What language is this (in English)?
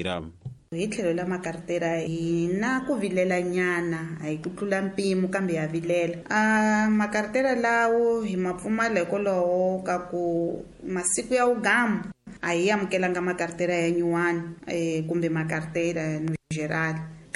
Tsonga